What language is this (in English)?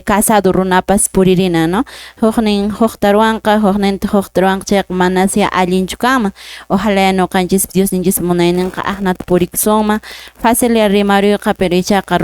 Quechua